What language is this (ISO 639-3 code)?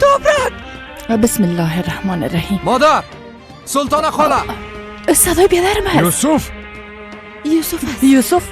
fas